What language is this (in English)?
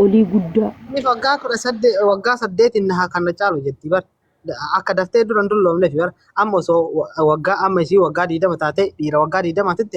Oromo